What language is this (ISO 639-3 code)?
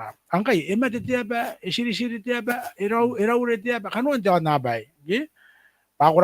gil